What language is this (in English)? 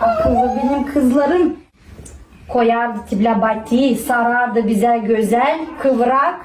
Gagauz